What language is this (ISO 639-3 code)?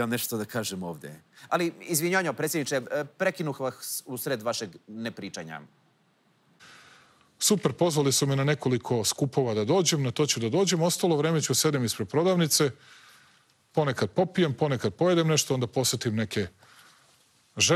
srp